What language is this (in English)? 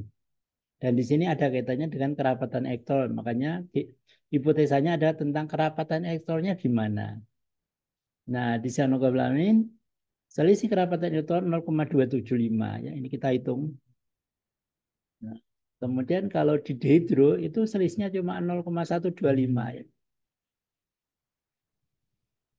Indonesian